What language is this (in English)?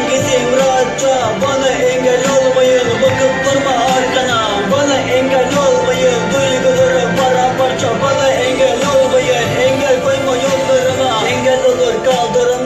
Turkish